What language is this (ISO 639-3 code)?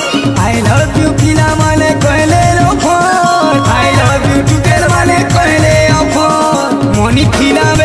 spv